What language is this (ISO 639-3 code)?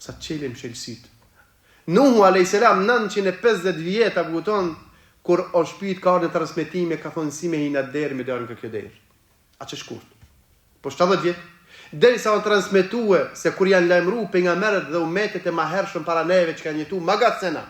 sqi